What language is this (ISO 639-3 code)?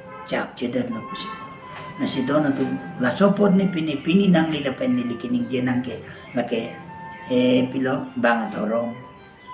mjw